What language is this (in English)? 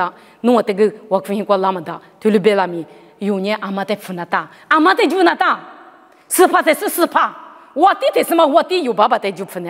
Lisu